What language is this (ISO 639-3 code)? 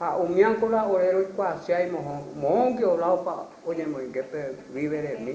grn